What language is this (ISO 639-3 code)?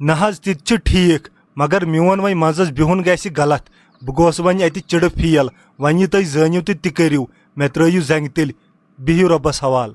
kas